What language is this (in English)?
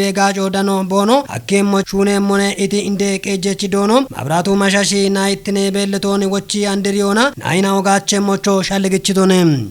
Kafa